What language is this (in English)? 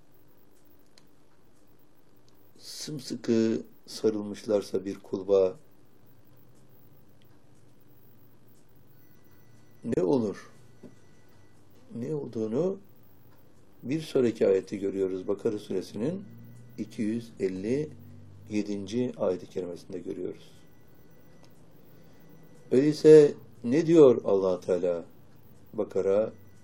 Turkish